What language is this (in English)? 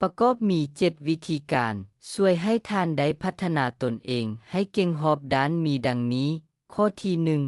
Lao